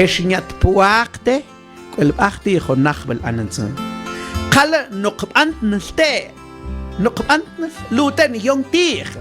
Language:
Mam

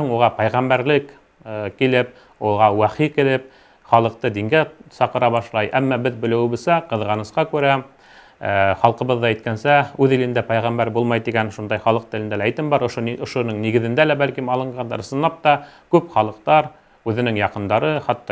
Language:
Bashkir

